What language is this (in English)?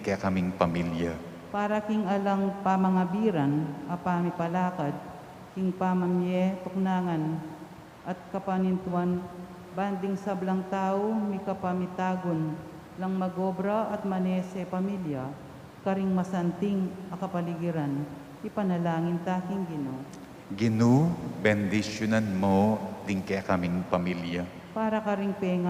Pampanga